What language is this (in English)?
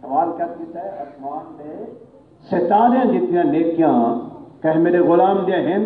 Saraiki